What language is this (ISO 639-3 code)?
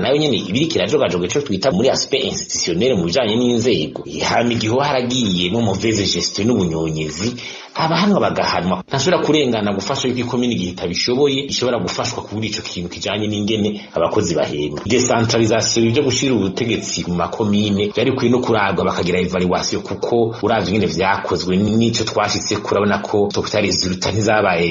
run